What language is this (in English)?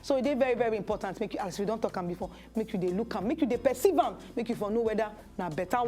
Nigerian Pidgin